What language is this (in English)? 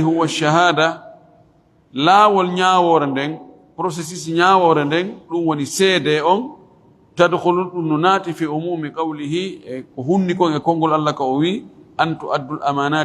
Fula